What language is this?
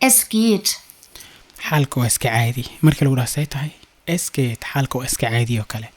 Somali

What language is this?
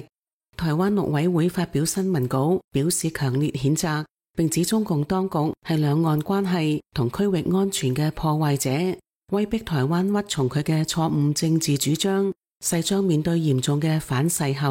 Cantonese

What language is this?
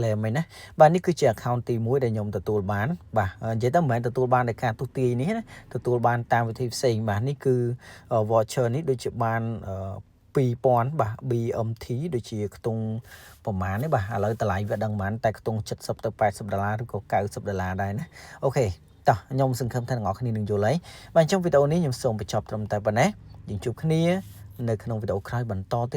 Khmer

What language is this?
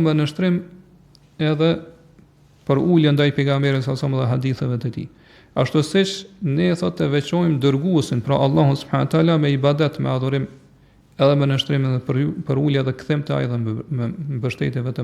Albanian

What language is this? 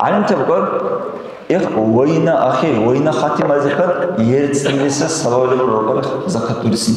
Dargwa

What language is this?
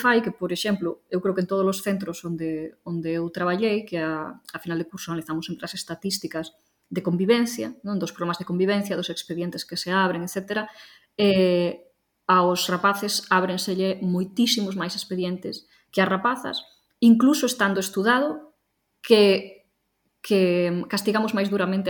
Galician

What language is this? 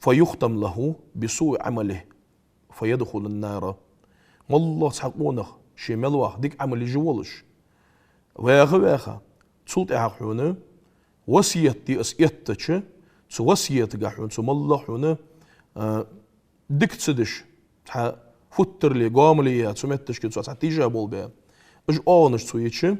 Ingush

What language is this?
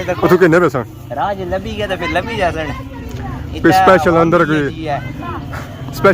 Pahari-Potwari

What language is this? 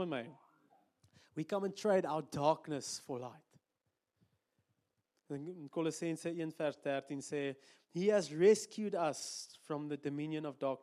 Afrikaans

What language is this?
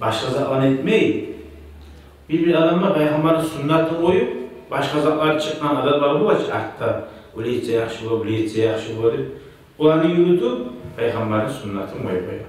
Kumyk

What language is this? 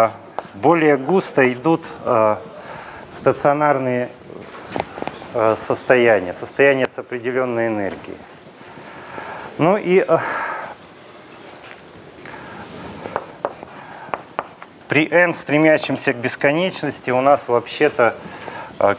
Russian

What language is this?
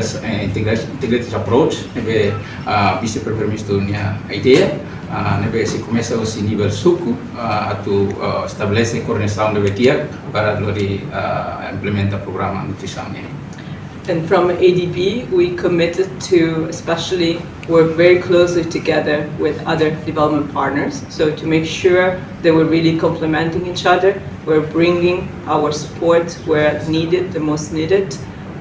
Tetum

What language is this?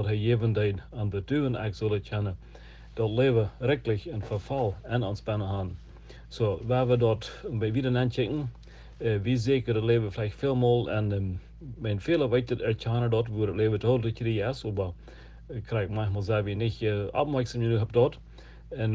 Plautdietsch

